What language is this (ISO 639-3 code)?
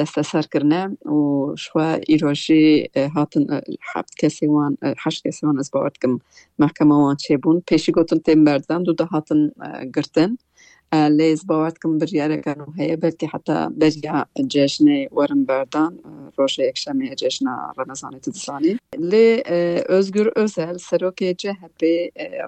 kur